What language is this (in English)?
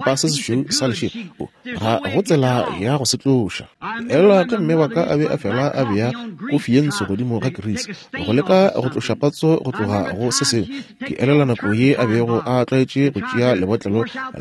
Northern Sotho